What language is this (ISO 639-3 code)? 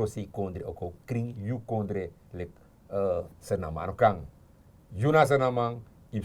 srn